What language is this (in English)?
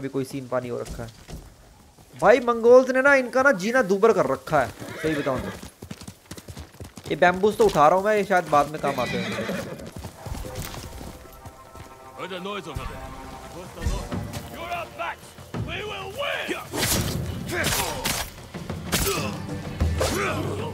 Hindi